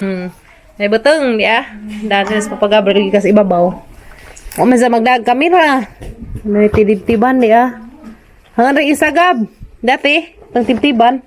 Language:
Cebuano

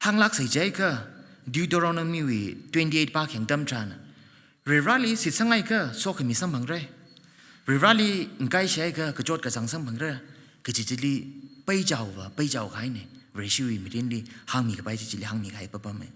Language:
Tangkhul Naga (India)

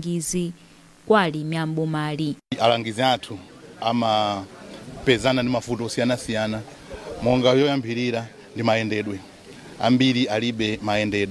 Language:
Nyanja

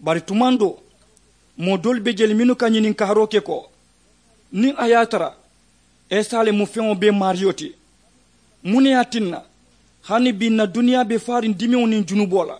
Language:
Mandingo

